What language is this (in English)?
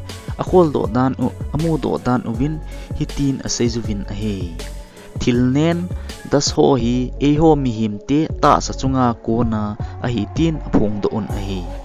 Thado Chin